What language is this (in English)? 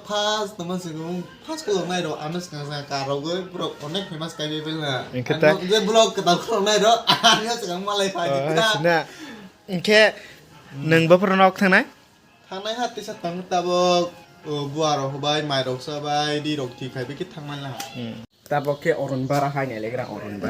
Kok Borok